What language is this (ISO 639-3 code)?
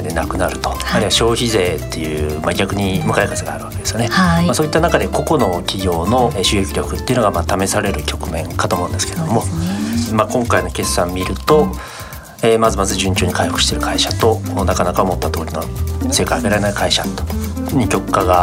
jpn